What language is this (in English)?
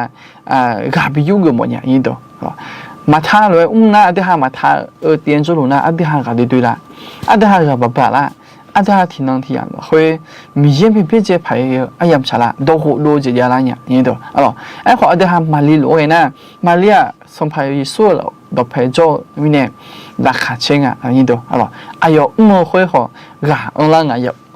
Akha